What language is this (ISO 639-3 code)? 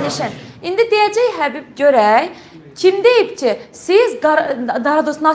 aze